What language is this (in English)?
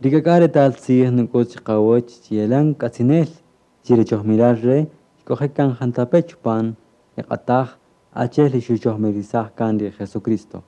Kaqchikel